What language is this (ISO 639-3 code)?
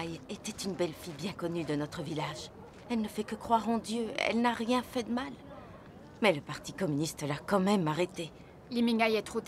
fra